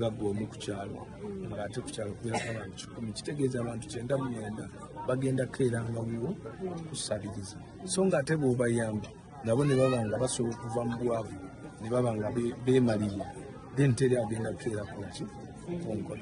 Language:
Ganda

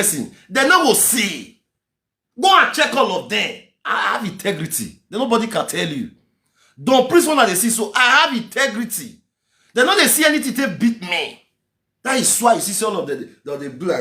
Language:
Nigerian Pidgin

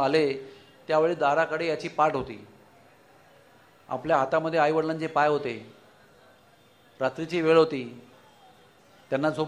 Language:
Marathi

